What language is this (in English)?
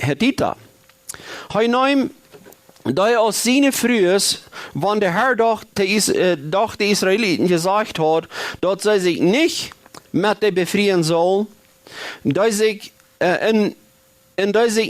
Plautdietsch